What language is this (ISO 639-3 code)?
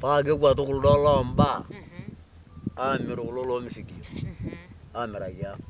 mas